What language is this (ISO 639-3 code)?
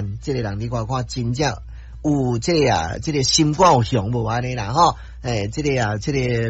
nan